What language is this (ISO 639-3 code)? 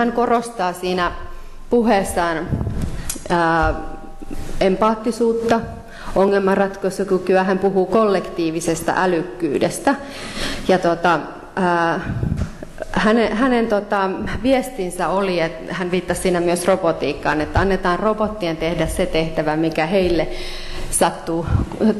fin